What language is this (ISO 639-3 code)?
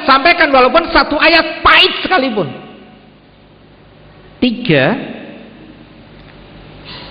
ind